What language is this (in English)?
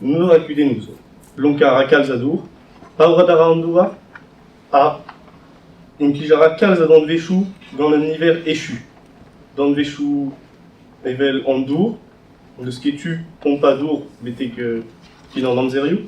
Breton